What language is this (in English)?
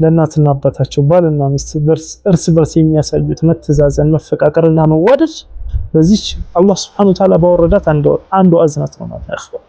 Amharic